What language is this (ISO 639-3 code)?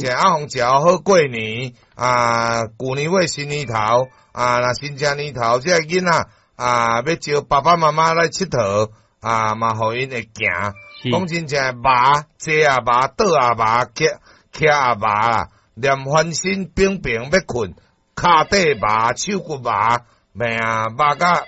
nan